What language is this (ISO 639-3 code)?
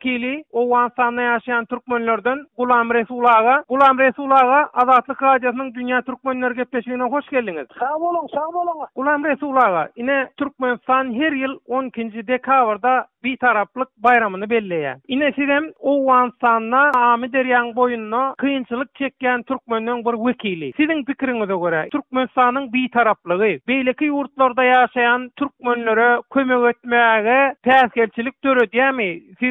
tuk